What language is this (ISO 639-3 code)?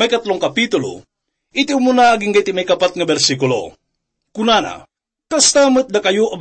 ilo